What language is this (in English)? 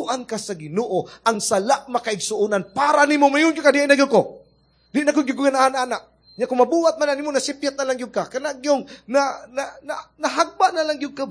Cebuano